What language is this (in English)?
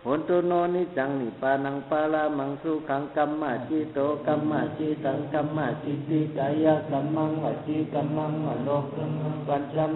Pali